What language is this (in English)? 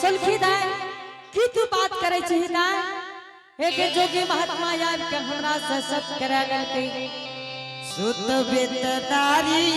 Angika